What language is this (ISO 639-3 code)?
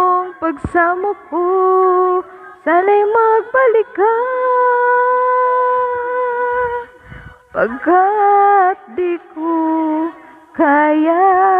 fil